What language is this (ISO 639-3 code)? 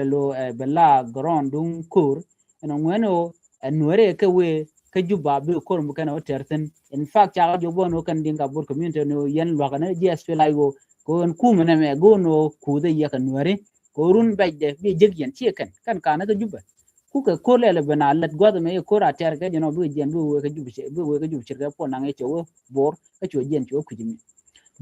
nus